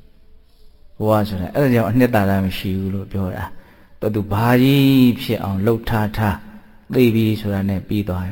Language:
Burmese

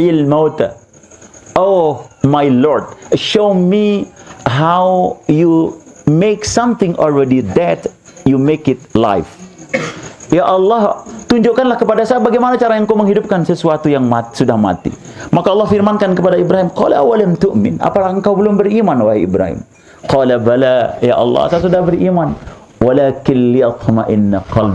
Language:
Sasak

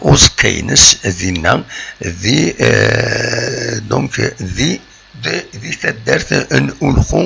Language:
Kabyle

